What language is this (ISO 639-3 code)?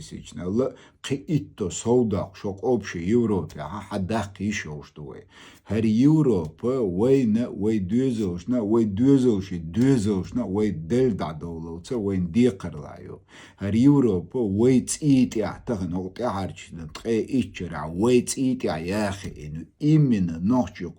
che